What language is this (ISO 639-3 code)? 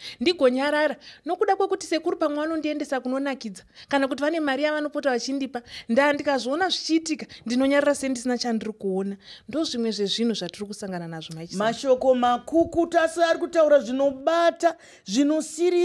sna